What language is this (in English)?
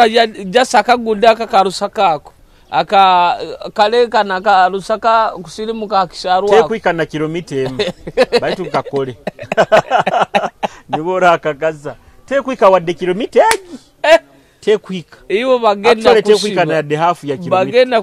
Nyoro